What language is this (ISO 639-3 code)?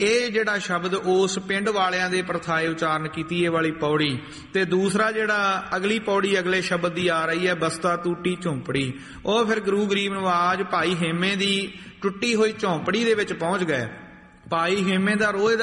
pan